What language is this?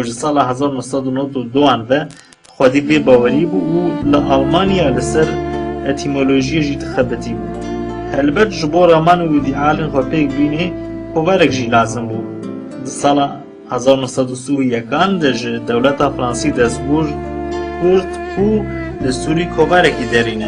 Kurdish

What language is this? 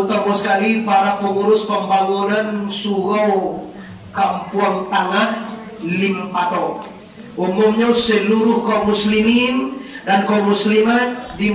Minangkabau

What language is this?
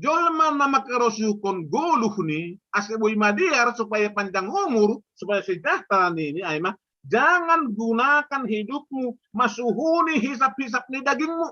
Batak Simalungun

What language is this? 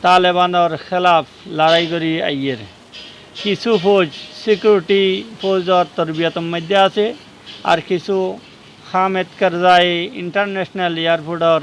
Rohingya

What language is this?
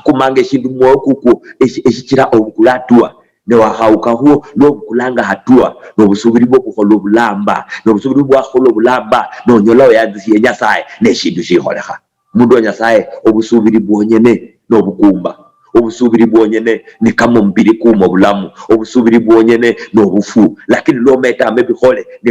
Luyia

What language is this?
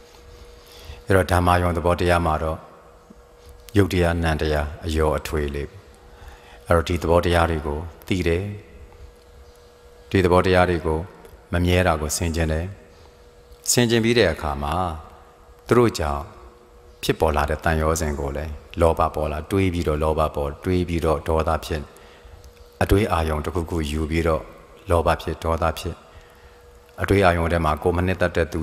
Burmese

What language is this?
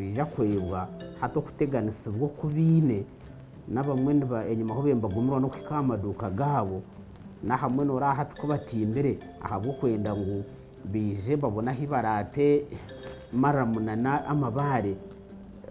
Nyankole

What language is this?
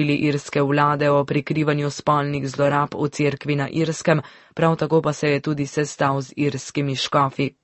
Slovenian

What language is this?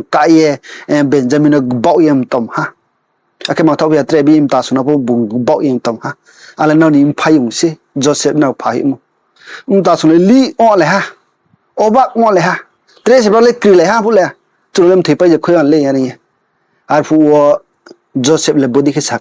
Riang (India)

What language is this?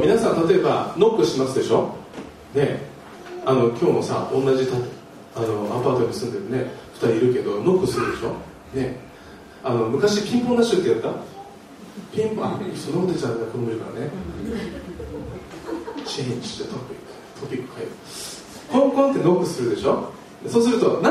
Japanese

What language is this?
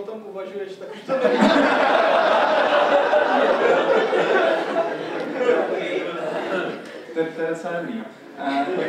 Czech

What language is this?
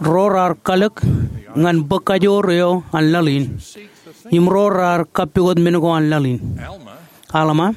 Marshallese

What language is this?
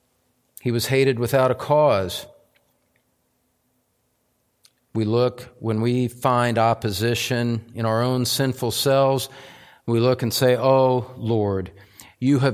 English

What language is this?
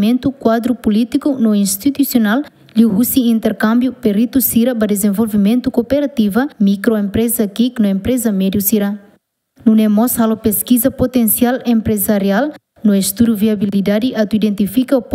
Tetum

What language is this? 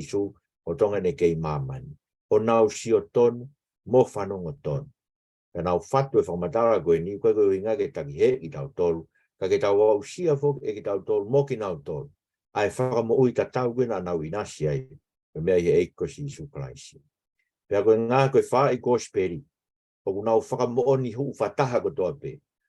Tongan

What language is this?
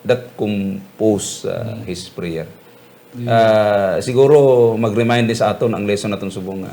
Hiligaynon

